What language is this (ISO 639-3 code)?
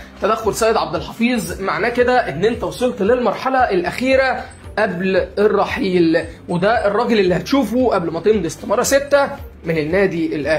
arz